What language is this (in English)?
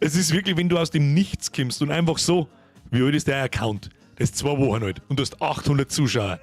Bavarian